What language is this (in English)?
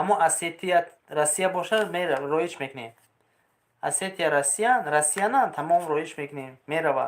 Tajik